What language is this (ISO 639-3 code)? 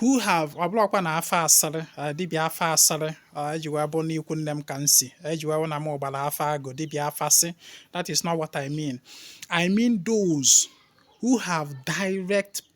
ibo